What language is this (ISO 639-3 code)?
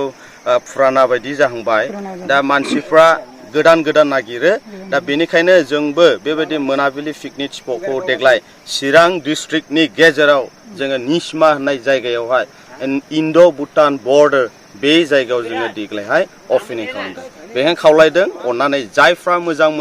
brx